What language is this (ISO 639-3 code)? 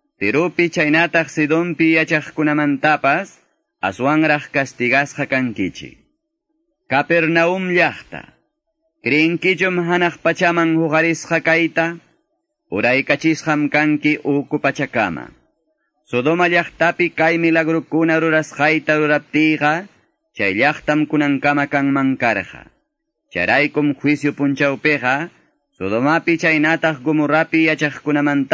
que